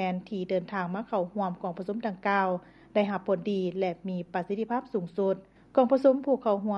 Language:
Lao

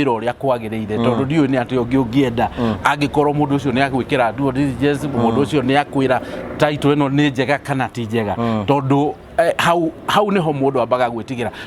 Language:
Kikuyu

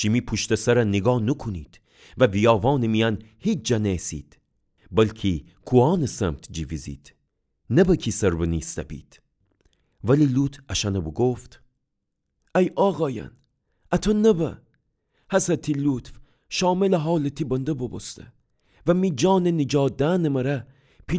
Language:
Gilaki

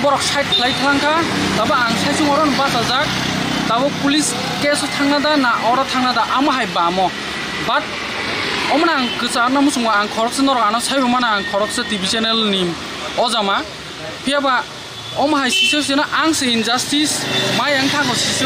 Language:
Riang (India)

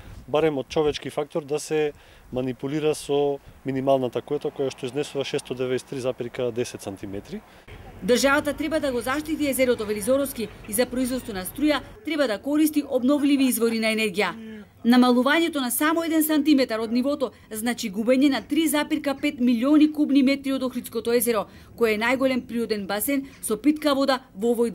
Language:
Macedonian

